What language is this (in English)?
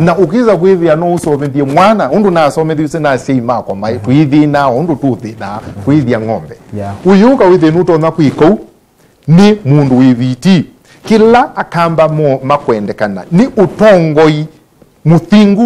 Kamba